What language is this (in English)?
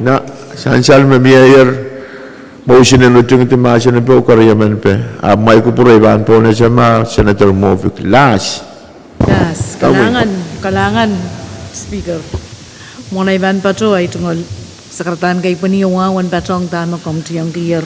Pohnpeian